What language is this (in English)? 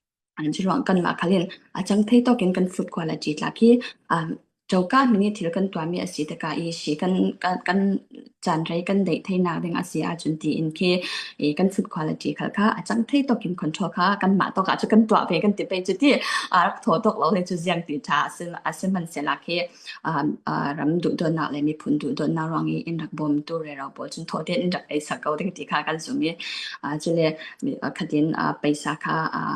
Falam Chin